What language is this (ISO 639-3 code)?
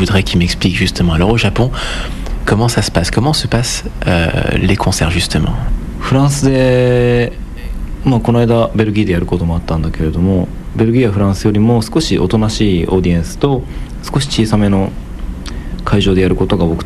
jpn